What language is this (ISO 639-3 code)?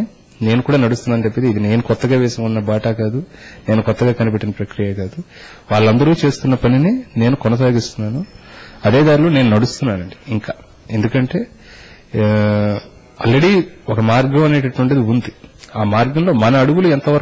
tel